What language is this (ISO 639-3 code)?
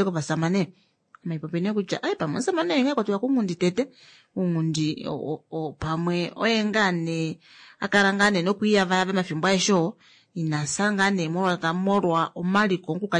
kua